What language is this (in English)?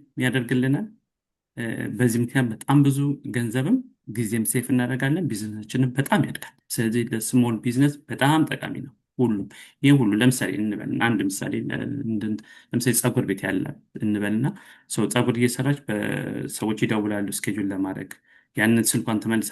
Amharic